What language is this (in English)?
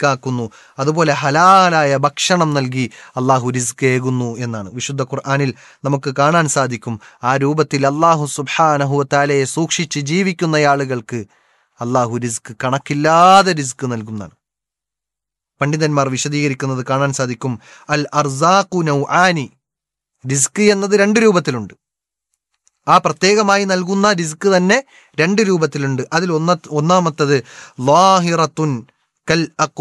Malayalam